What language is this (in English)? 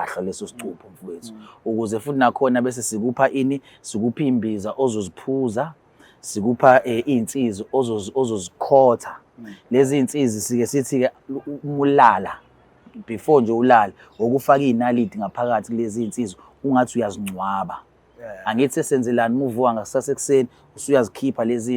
Zulu